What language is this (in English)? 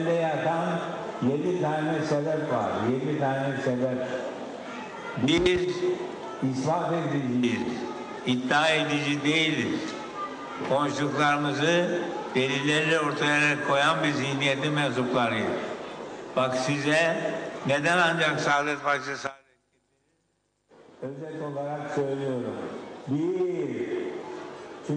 Turkish